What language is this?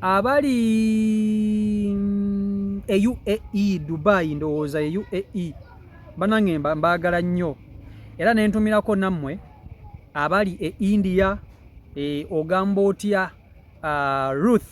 Ganda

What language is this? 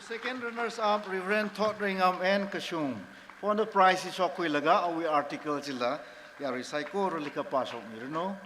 Tangkhul Naga (India)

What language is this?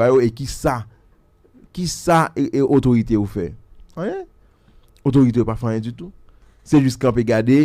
Haitian Creole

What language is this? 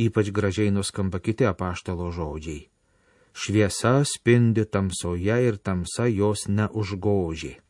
Lithuanian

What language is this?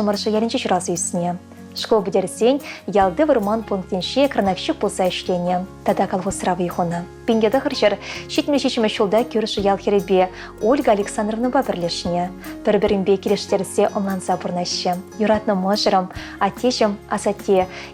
Chuvash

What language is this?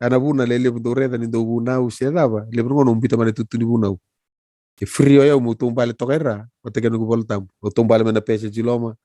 Fijian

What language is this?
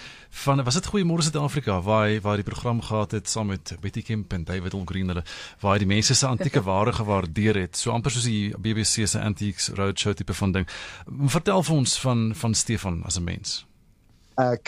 Afrikaans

